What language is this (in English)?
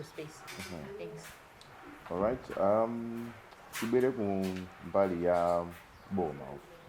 Nyanja